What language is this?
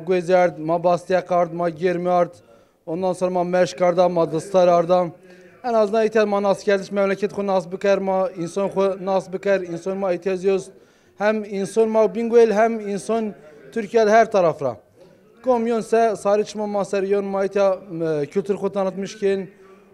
Zaza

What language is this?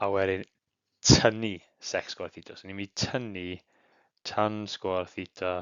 Welsh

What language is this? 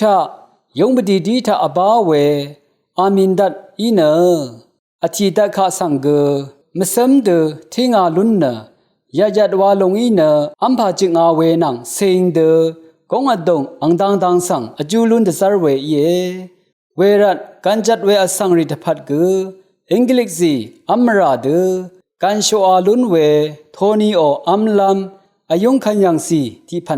Rawang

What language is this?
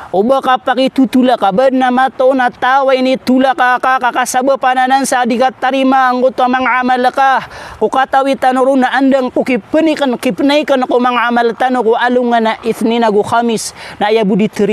Maranao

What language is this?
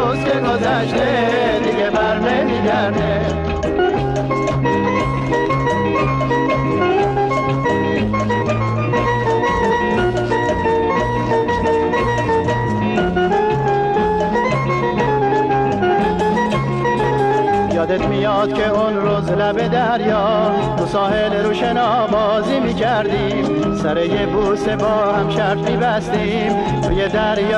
Persian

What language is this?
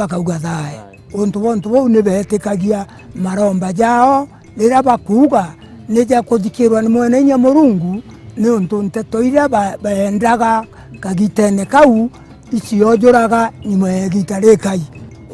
Meru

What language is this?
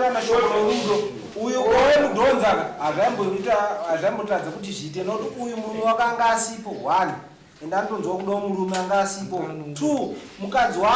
Shona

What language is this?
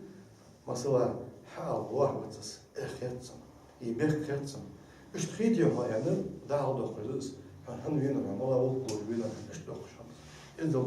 Ingush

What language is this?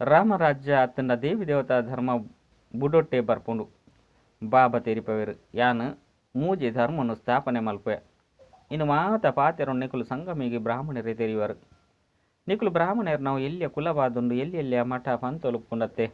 Tulu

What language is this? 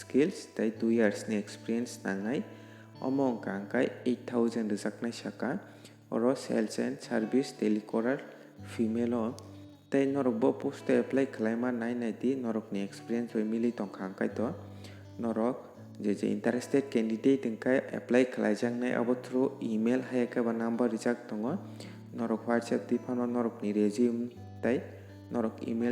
Kok Borok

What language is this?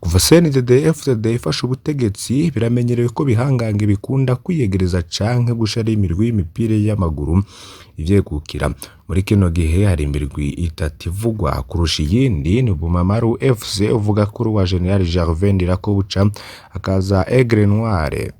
Rundi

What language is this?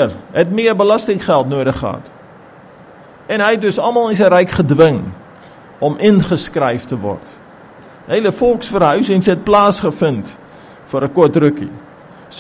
Afrikaans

